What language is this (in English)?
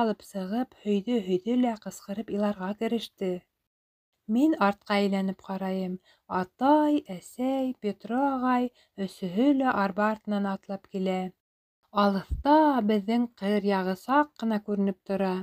Bashkir